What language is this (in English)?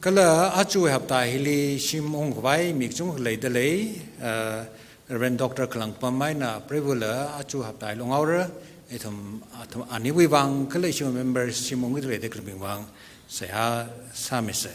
Tangkhul Naga (India)